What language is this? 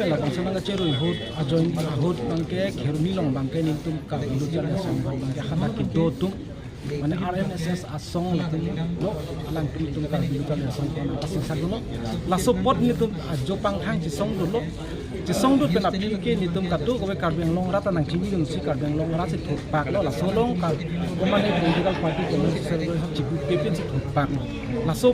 Karbi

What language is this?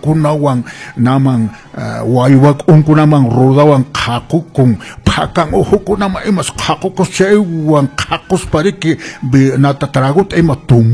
Quechua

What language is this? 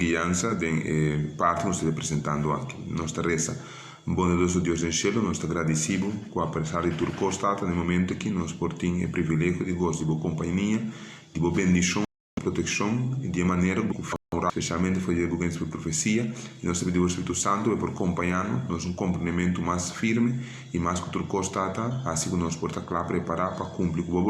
Papiamento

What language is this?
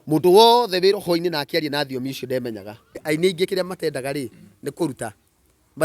Kikuyu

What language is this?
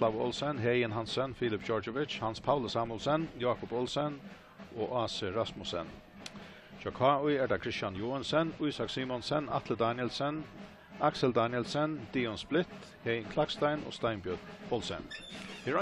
Faroese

